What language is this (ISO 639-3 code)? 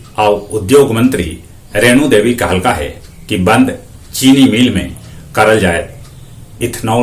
mag